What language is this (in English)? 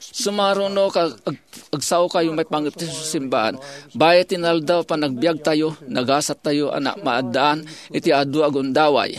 Iloko